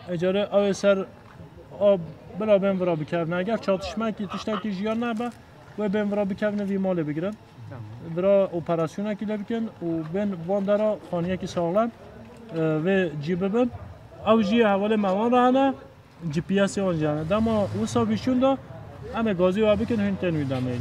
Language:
Kurdish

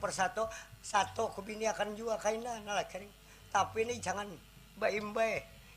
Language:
Banjar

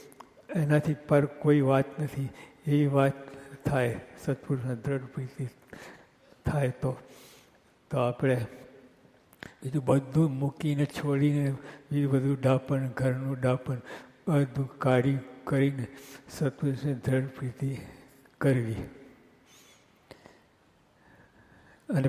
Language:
Gujarati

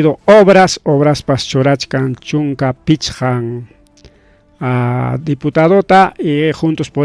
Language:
Ayacucho Quechua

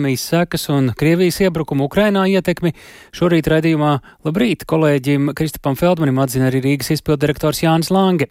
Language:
Latvian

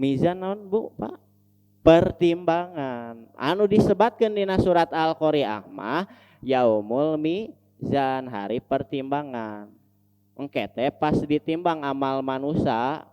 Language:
Sundanese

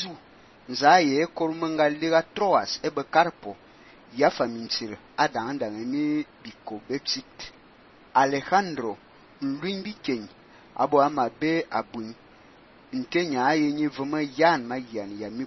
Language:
Fang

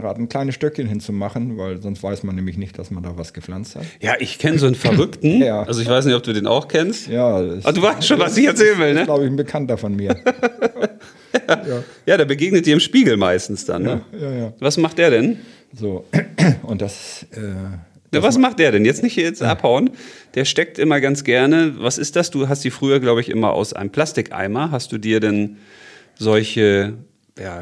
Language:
German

